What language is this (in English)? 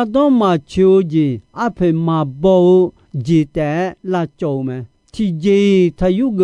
Akha